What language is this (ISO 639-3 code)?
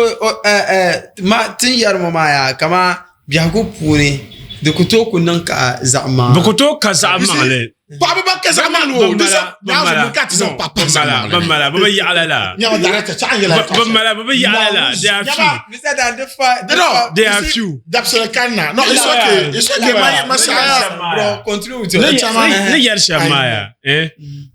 dag